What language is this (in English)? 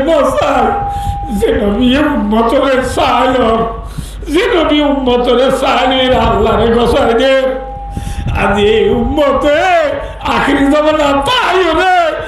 Rohingya